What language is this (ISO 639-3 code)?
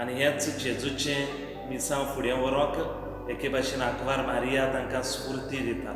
kok